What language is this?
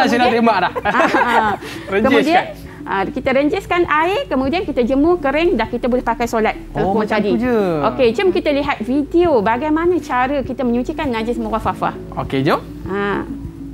Malay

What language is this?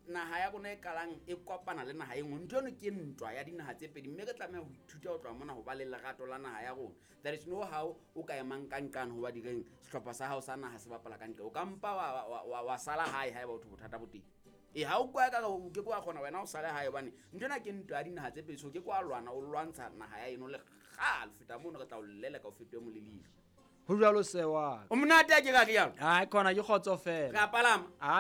Southern Sotho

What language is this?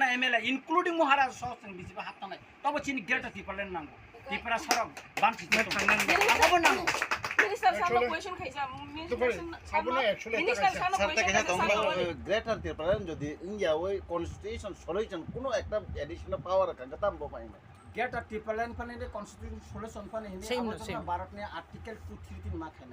Kok Borok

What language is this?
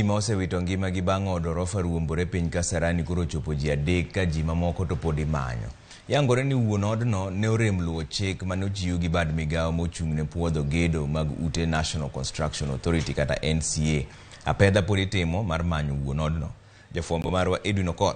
Luo (Kenya and Tanzania)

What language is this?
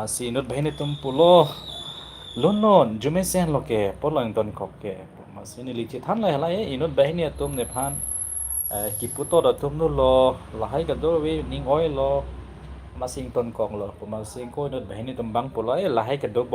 Karbi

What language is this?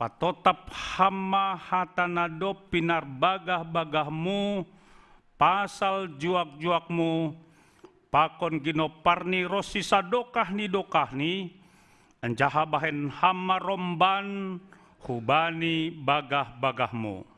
Batak Simalungun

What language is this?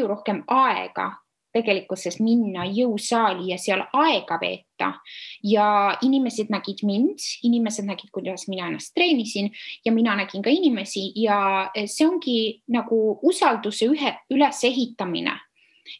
Estonian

